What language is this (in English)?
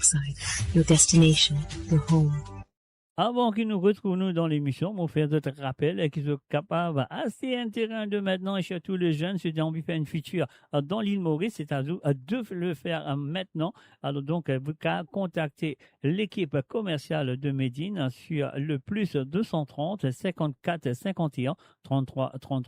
Morisyen